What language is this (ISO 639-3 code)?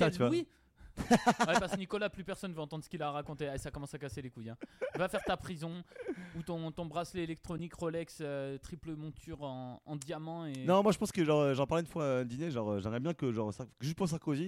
fra